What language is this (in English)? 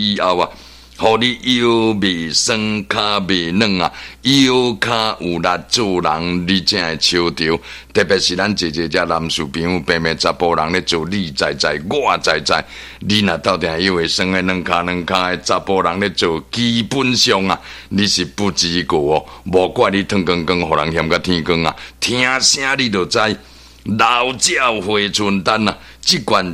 Min Nan Chinese